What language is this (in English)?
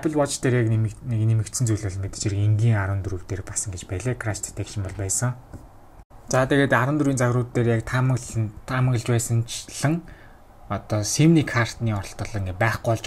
Mongolian